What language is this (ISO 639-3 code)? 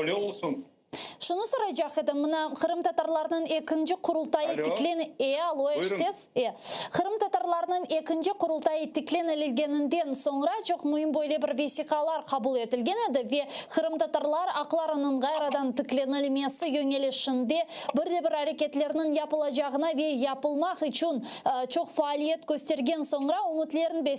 crh